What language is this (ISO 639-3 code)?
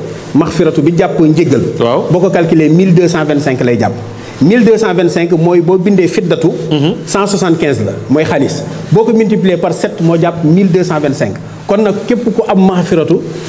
wol